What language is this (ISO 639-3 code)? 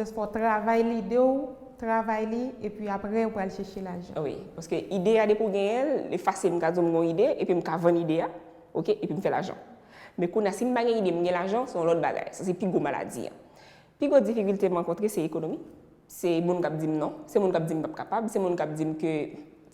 hat